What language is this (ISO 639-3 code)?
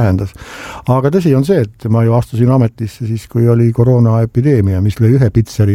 est